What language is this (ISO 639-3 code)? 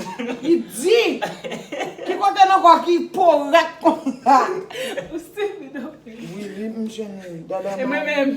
hat